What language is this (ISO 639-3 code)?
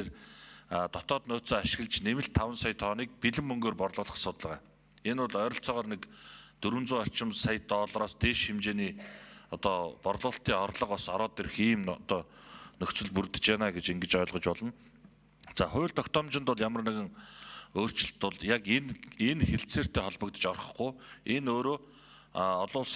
mon